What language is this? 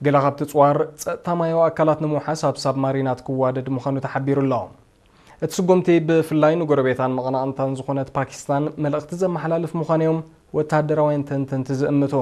Tigrinya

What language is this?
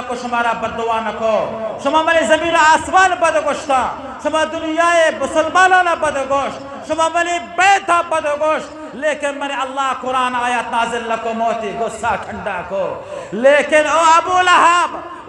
Eastern Balochi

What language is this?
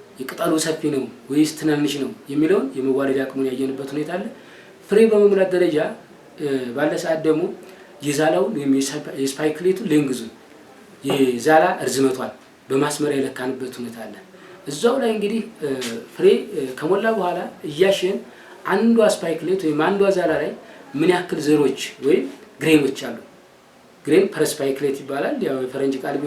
Amharic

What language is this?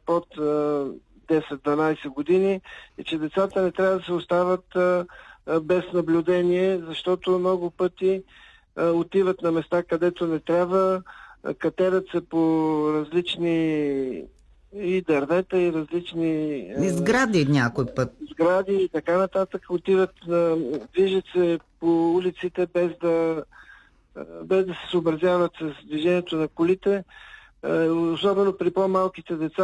Bulgarian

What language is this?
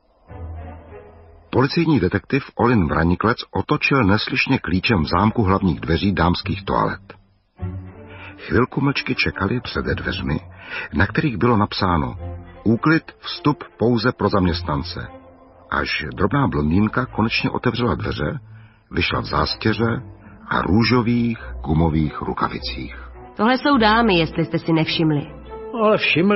Czech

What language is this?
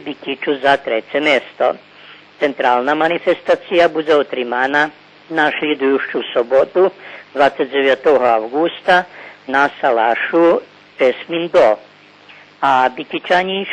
Rusyn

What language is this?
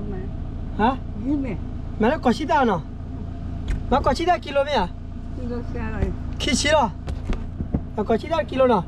S'gaw Karen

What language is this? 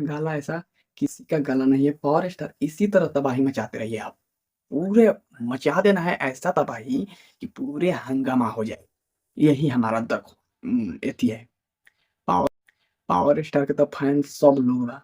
Bhojpuri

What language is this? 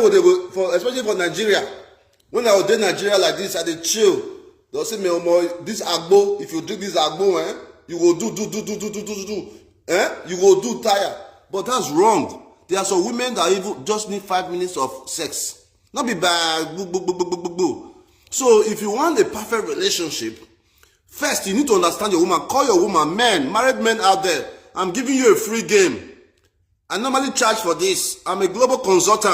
Nigerian Pidgin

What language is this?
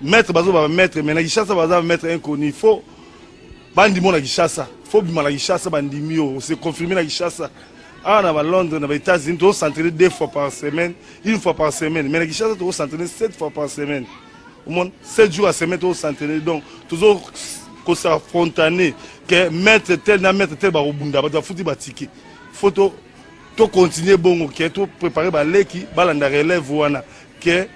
Lingala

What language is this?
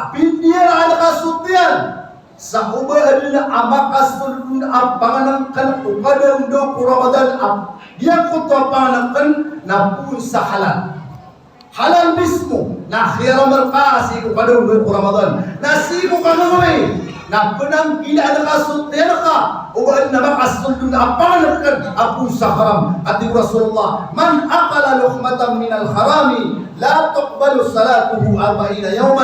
Maranao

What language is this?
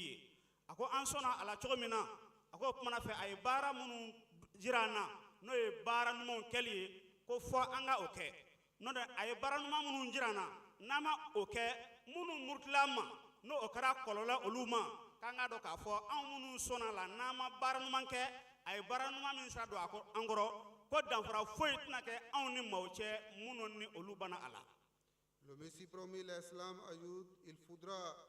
Bambara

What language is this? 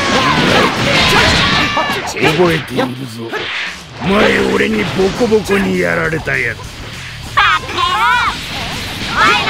Japanese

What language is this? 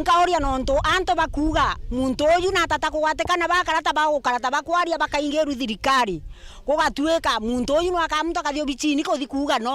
Meru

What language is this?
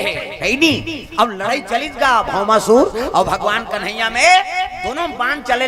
Chhattisgarhi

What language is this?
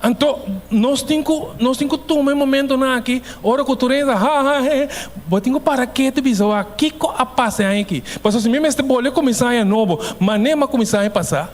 Papiamento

